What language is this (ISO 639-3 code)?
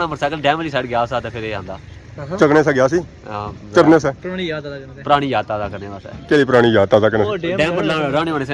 phr